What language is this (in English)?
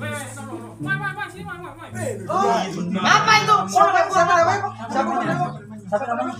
Betawi